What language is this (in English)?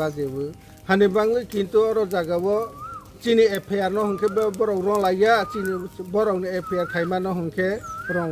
Riang (India)